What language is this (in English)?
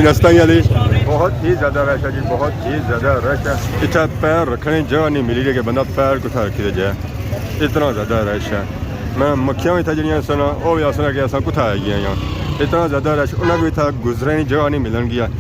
Pahari-Potwari